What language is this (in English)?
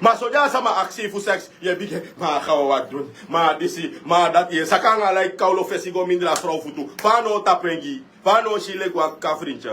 Sranan Tongo